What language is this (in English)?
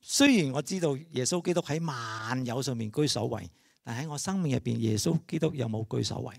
Cantonese